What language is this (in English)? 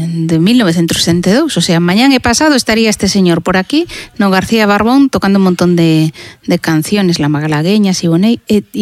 Galician